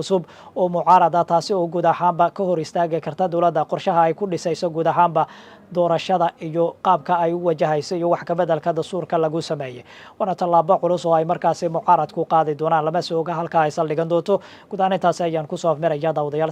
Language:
Somali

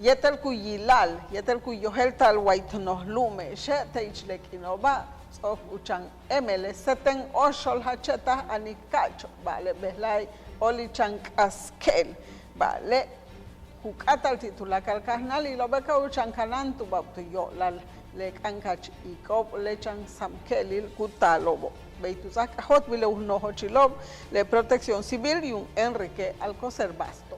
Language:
Yucateco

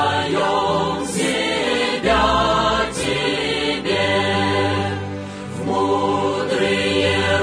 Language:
Russian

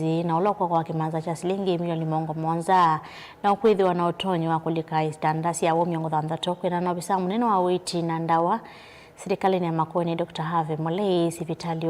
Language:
Kamba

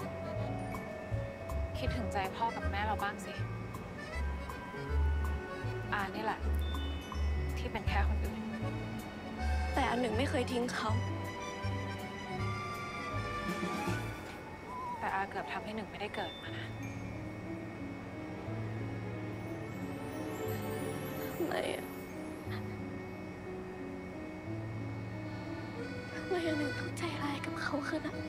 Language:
Thai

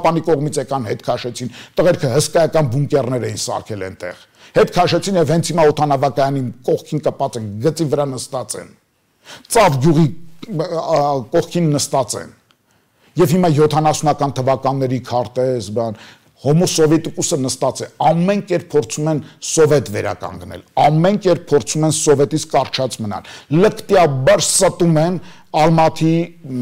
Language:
Armenian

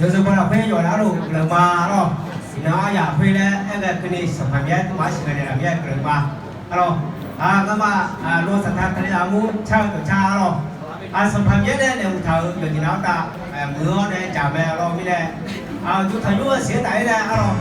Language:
Akha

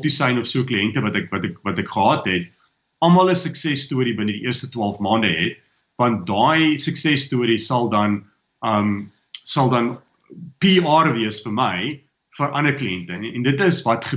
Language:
Afrikaans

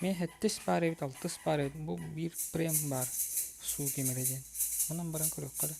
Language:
Yakut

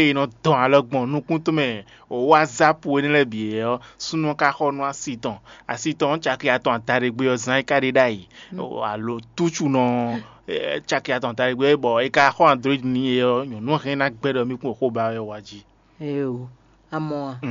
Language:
Fon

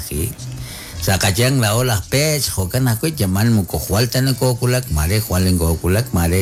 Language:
Kekchí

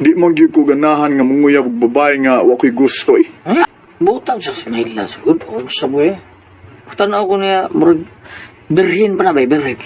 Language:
Cebuano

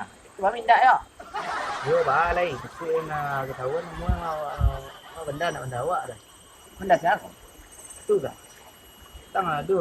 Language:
Minangkabau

